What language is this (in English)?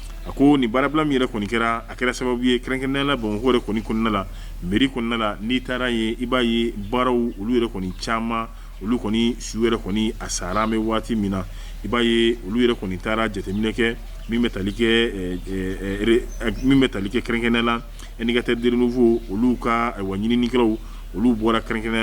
Bambara